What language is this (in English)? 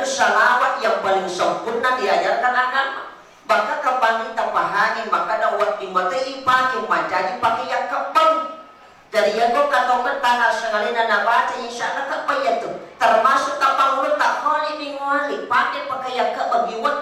Buginese